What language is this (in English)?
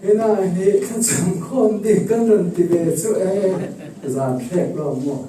Falam Chin